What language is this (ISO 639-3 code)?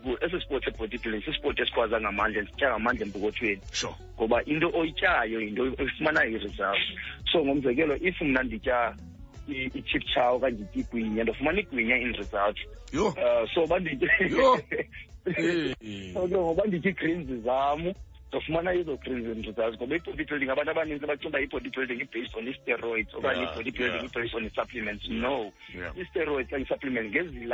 xho